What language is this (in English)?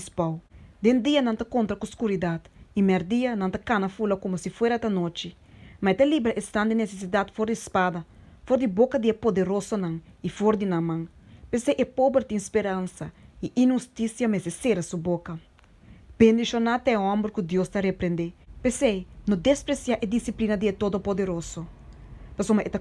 Papiamento